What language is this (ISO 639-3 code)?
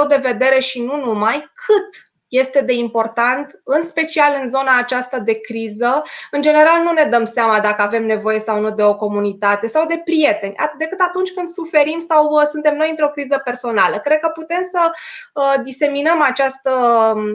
ron